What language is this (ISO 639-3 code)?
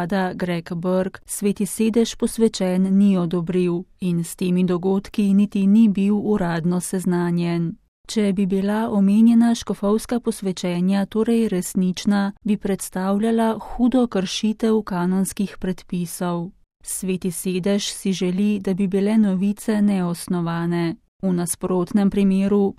slv